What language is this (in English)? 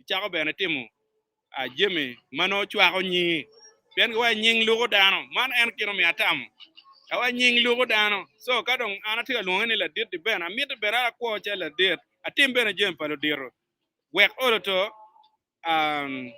Acoli